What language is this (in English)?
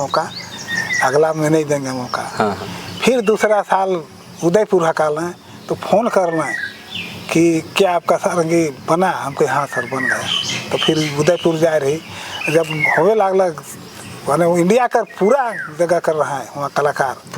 Sadri